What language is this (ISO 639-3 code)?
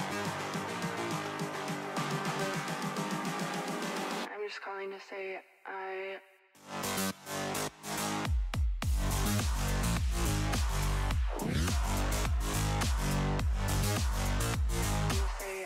rus